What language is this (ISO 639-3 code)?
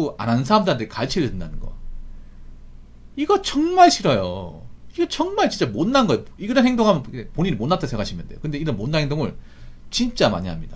kor